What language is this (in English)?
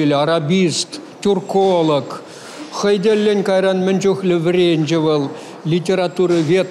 Chuvash